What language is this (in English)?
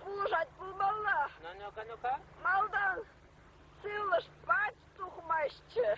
Chuvash